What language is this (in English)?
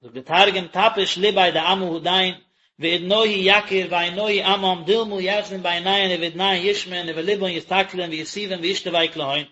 Yiddish